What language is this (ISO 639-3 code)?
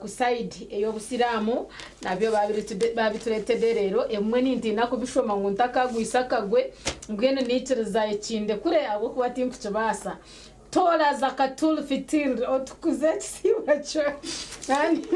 nyn